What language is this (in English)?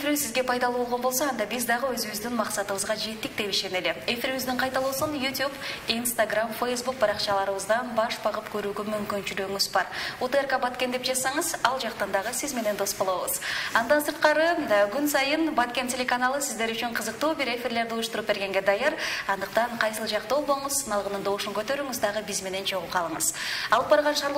Kyrgyz